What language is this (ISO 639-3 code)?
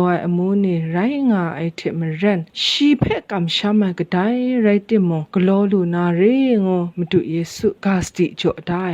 kac